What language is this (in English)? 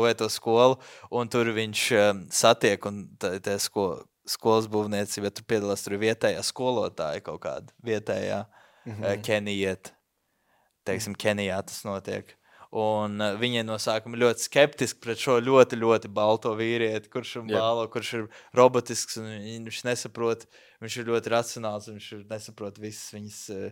Latvian